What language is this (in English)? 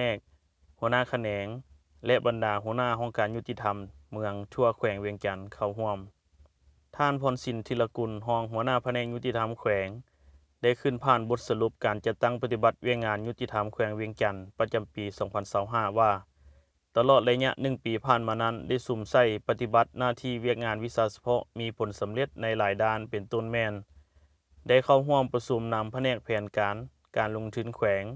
Lao